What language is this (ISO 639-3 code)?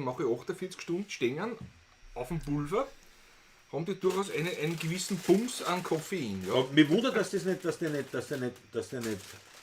bar